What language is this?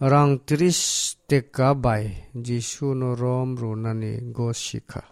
Kok Borok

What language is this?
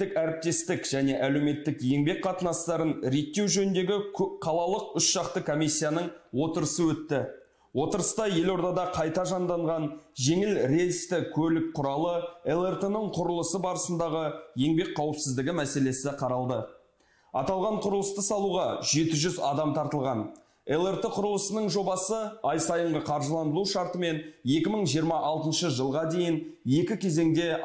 Kazakh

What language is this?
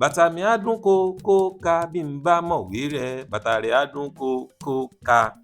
Yoruba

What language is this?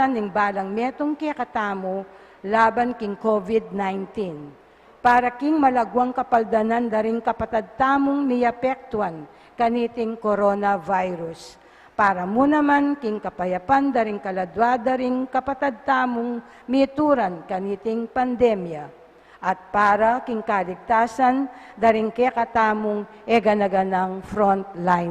Pampanga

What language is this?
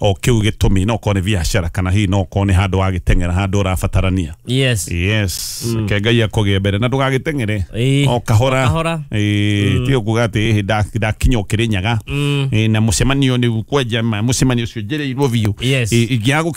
Kikuyu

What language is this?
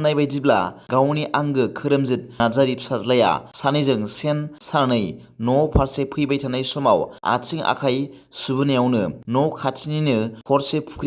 Bodo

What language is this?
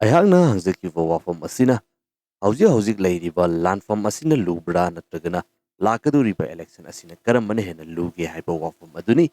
Manipuri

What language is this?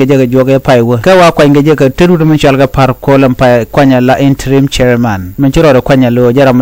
Nuer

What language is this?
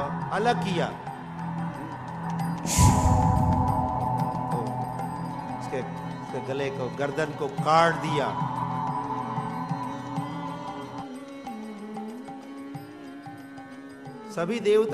Hindi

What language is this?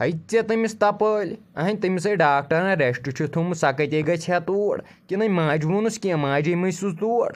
Kashmiri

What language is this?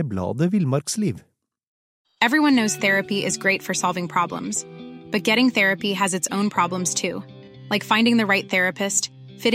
Norwegian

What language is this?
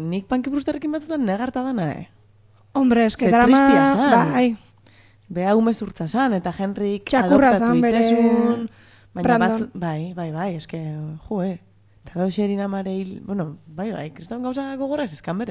Basque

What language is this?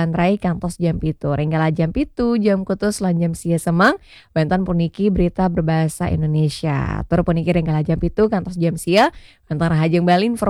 Balinese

